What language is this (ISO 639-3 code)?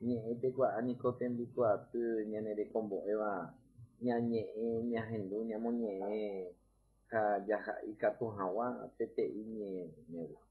grn